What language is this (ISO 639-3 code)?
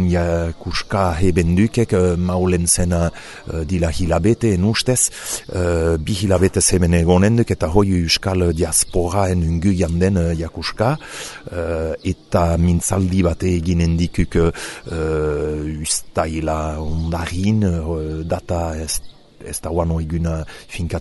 eus